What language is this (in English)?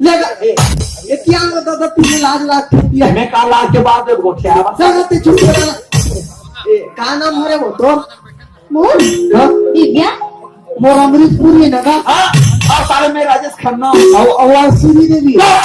Chhattisgarhi